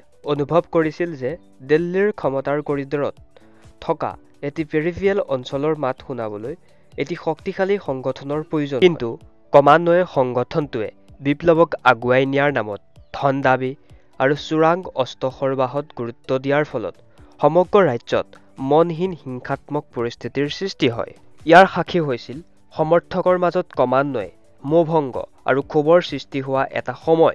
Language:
Assamese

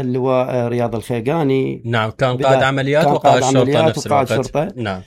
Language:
Mesopotamian Arabic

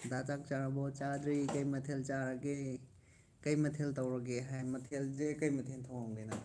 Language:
Manipuri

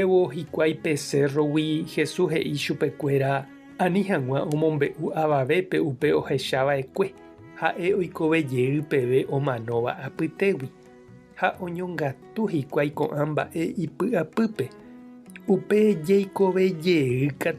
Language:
Guarani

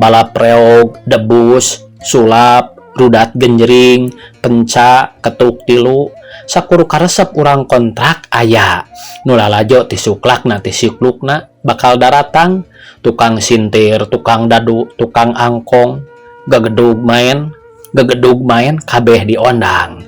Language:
Sundanese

